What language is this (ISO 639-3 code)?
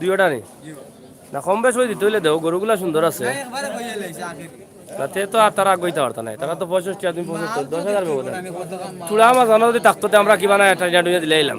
syl